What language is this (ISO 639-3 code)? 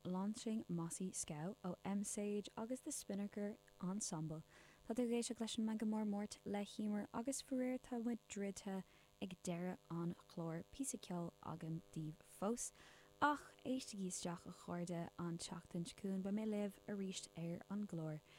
gle